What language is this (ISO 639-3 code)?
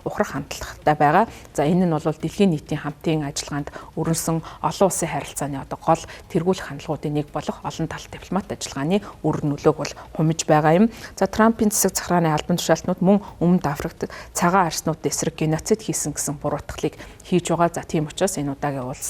mon